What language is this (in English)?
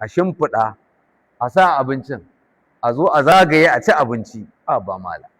Hausa